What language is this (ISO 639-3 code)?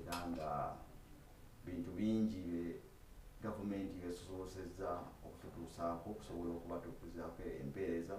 lug